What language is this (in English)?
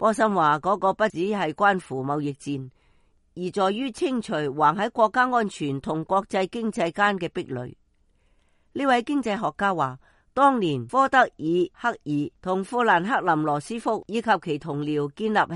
Cantonese